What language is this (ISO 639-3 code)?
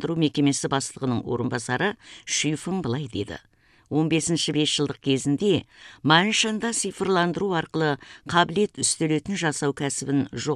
kaz